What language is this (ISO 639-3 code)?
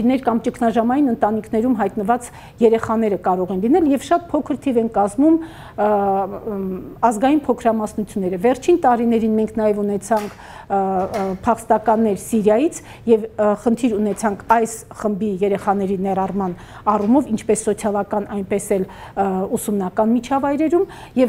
hye